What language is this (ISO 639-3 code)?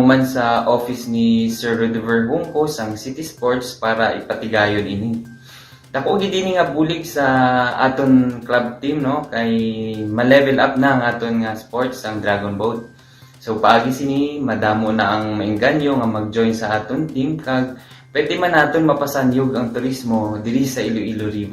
hil